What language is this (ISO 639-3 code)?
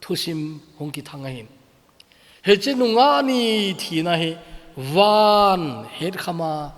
tcz